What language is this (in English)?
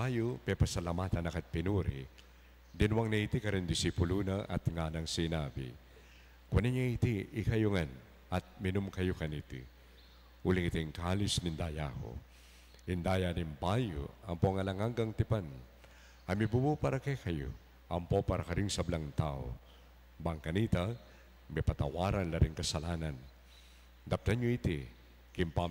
Pampanga